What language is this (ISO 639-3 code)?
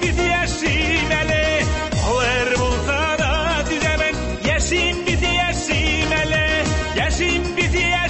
tat